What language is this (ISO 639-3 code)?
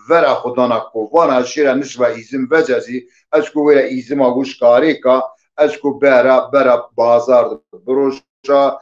zza